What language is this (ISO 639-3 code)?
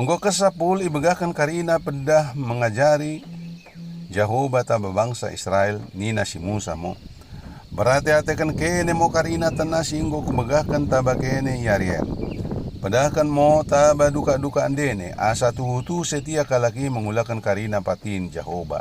btd